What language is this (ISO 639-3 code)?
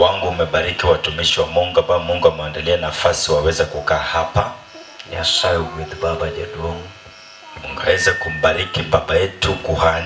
luo